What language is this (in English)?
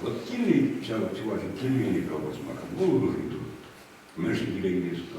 Chuvash